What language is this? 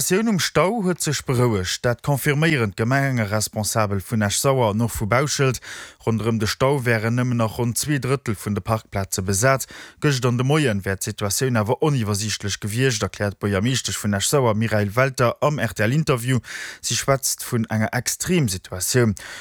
Luxembourgish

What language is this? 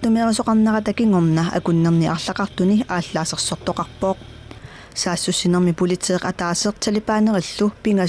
Kalaallisut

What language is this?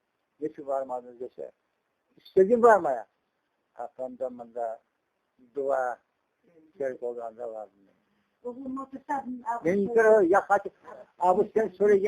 Crimean Tatar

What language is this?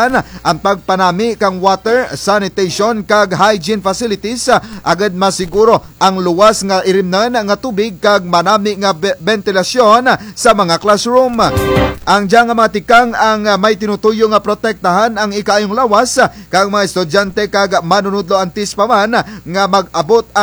Kinaray-a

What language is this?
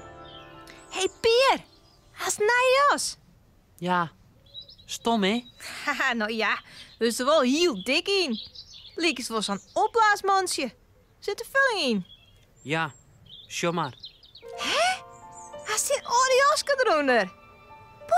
Western Frisian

